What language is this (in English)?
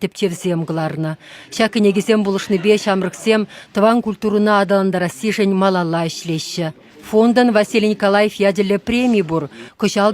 Chuvash